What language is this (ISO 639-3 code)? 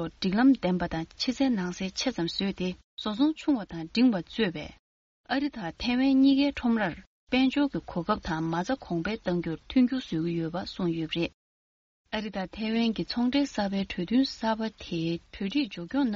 bod